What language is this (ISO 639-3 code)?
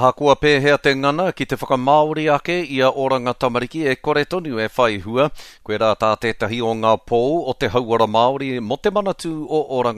mri